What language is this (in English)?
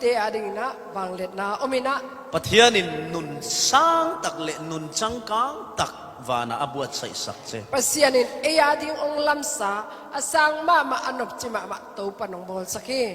Falam Chin